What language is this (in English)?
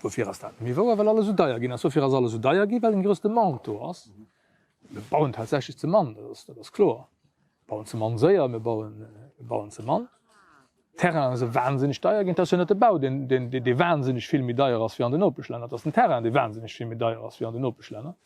Luxembourgish